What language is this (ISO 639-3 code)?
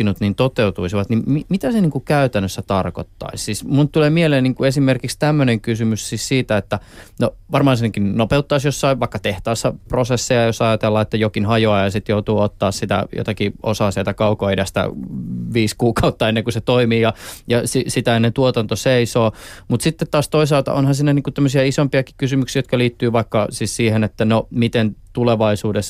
fin